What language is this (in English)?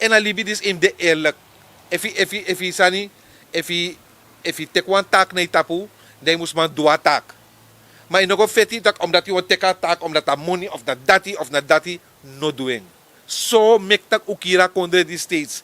Sranan Tongo